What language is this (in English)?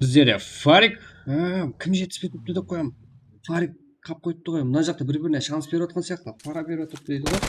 Kara-Kalpak